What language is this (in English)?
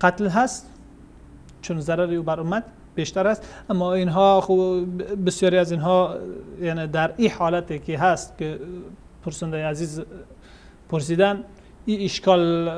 Persian